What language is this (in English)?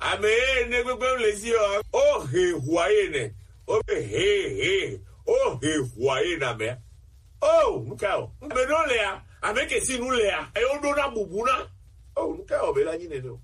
Gen